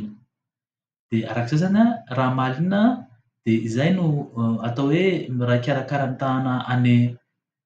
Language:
Malagasy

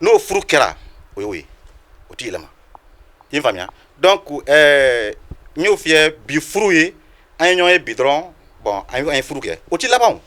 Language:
Bambara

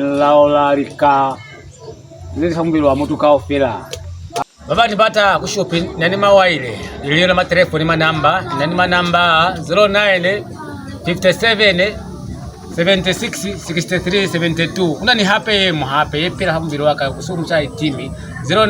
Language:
Lozi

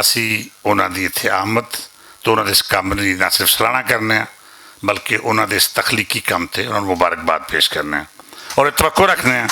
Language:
Western Panjabi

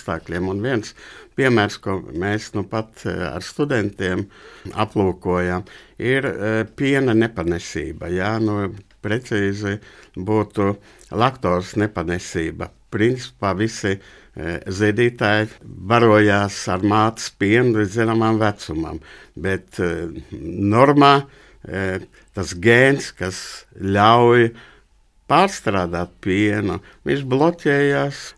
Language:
Latvian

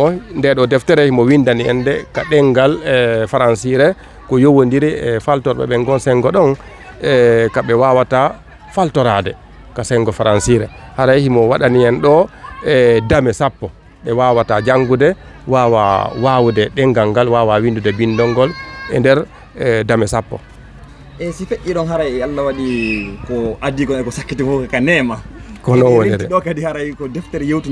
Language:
Fula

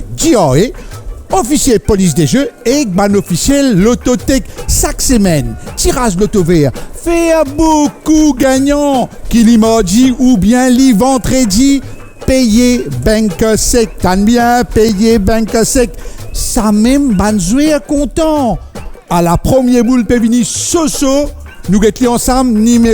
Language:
Morisyen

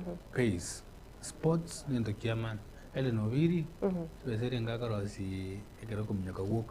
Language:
Gusii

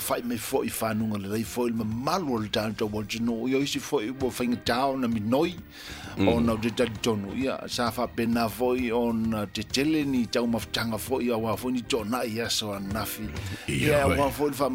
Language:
Samoan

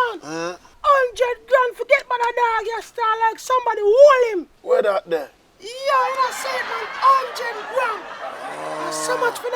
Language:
Jamaican Creole English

